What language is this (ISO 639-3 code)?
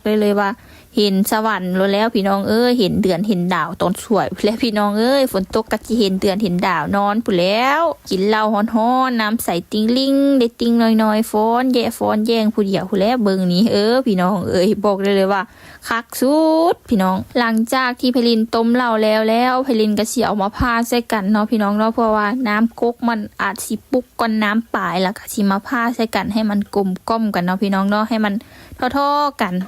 lao